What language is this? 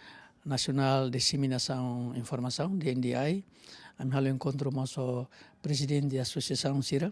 Tetum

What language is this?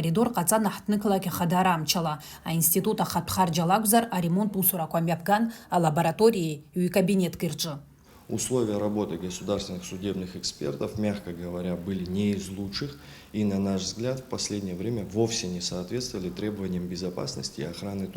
Abkhazian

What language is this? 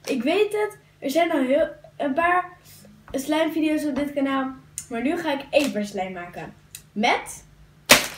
Dutch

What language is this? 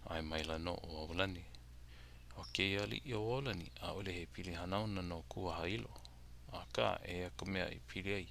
Hawaiian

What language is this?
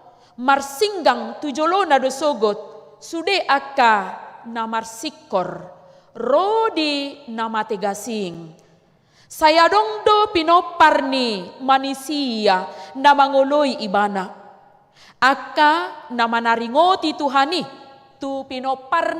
Batak Toba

